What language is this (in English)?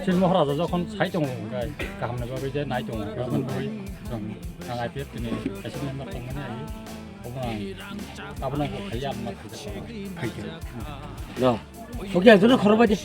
Kok Borok